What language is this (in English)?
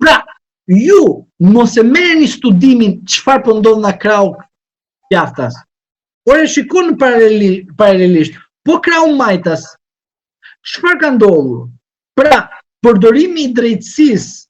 Albanian